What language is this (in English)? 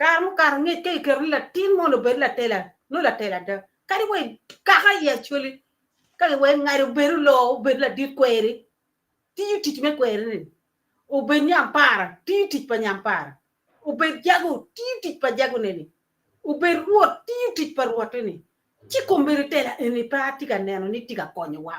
Acoli